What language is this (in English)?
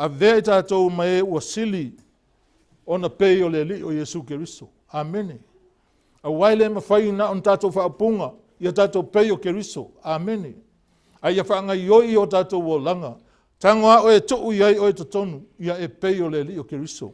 Samoan